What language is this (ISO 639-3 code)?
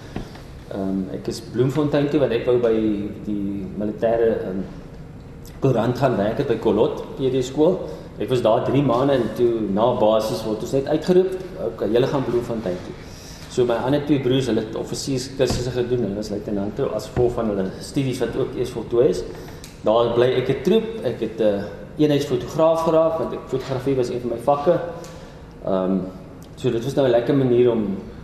afr